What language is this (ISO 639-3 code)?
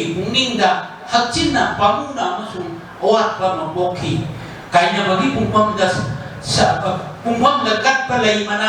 mni